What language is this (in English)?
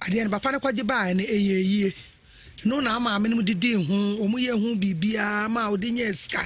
Akan